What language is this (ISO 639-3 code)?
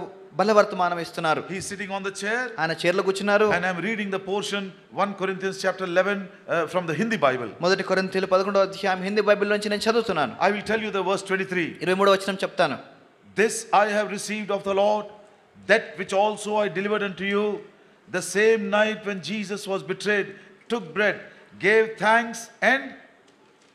tel